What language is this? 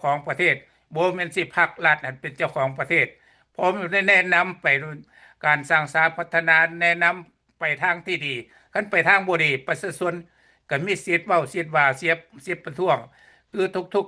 Lao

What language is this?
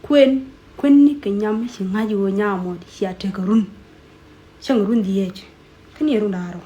Nuer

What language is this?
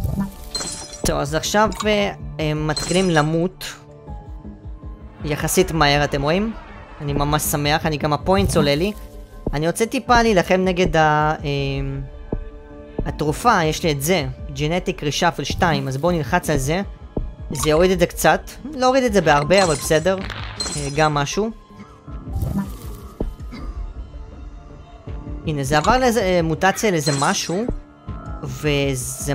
Hebrew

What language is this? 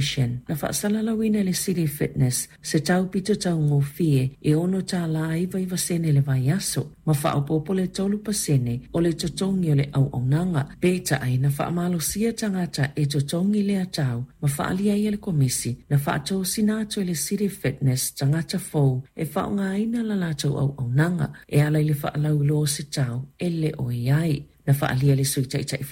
Samoan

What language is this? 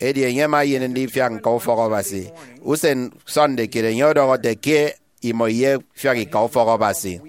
Efik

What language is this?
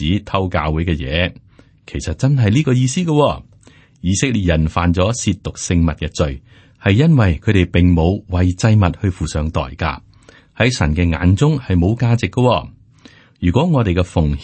Cantonese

